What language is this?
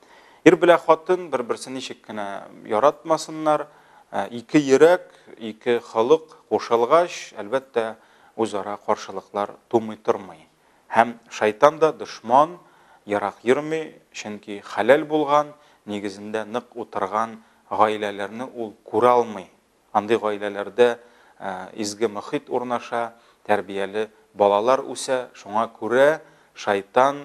Tatar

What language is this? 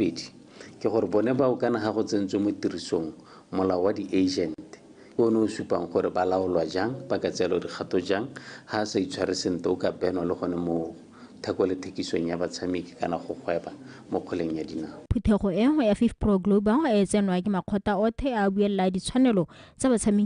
Tswana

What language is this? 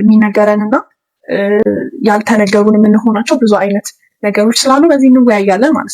Amharic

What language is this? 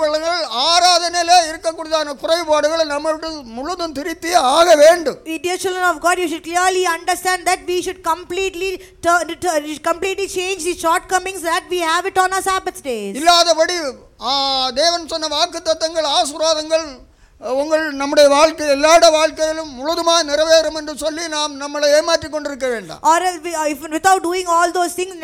Tamil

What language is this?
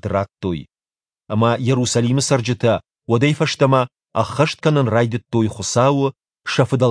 Ossetic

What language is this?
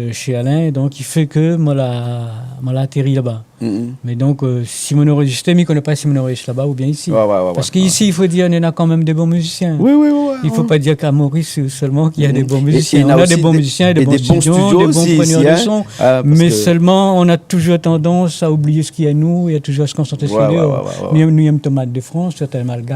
Réunion Creole French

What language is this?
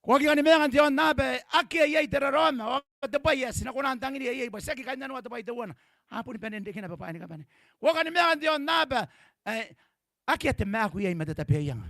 Gilbertese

